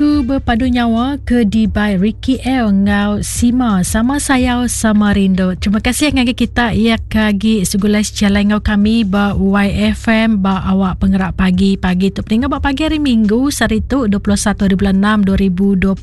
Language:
Iban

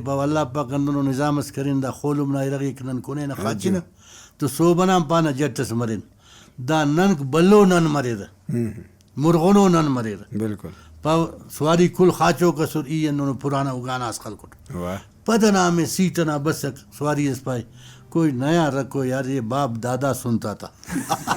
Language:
Brahui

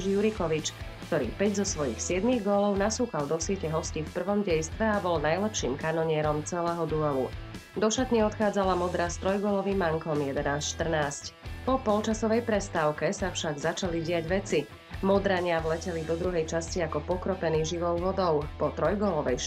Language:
Slovak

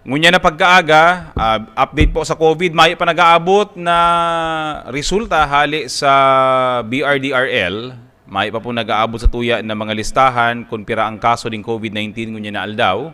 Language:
Bikol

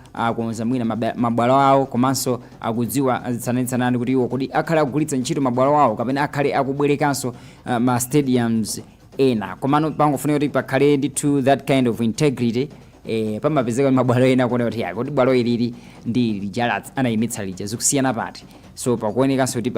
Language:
Nyanja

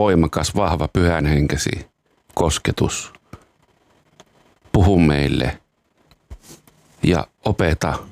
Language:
Finnish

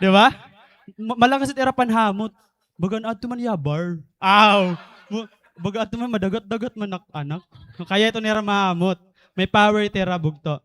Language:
Waray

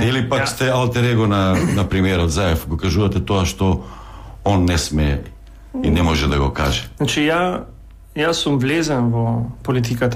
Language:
Macedonian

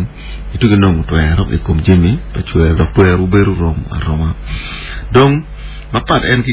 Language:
Acoli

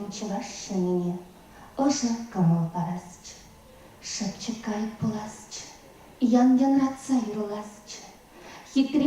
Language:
Chuvash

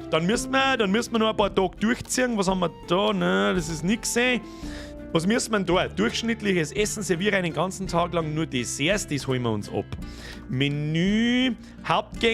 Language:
Bavarian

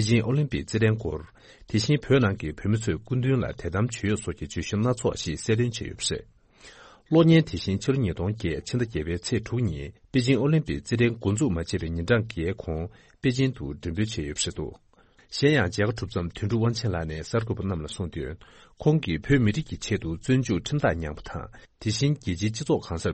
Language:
Tibetan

